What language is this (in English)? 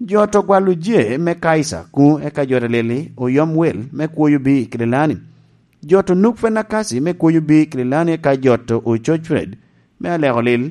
Lango (Uganda)